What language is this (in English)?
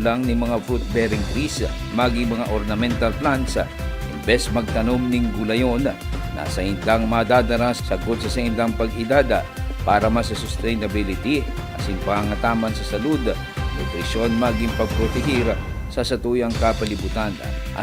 Bikol